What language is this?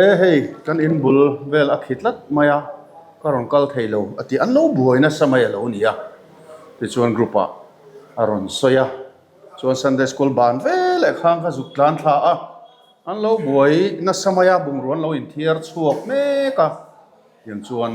Mizo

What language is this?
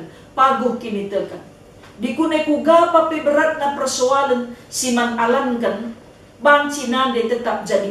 Batak Karo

